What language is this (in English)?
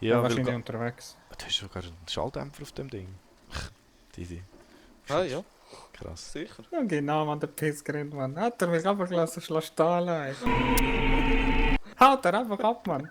Swiss German